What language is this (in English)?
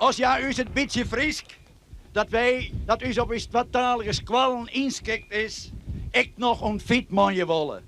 Western Frisian